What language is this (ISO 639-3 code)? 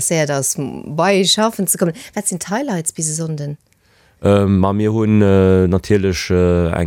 ltz